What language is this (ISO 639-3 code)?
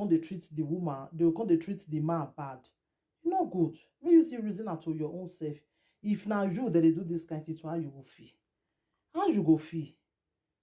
pcm